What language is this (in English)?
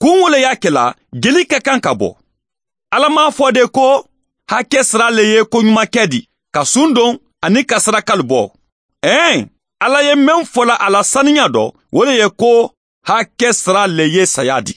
Bambara